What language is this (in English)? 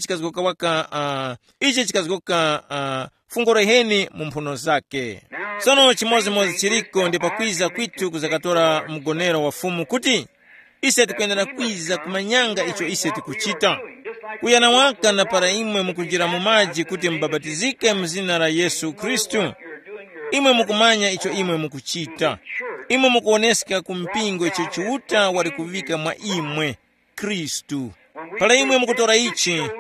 Tumbuka